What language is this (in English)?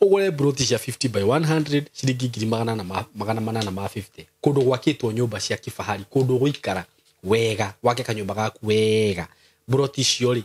Kikuyu